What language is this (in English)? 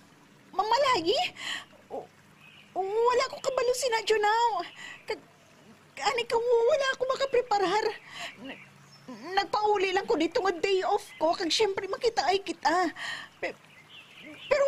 Hiligaynon